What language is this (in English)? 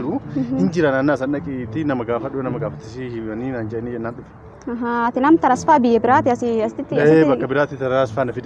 Oromo